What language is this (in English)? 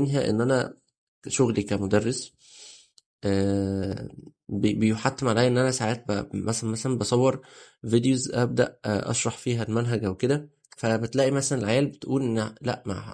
Egyptian Arabic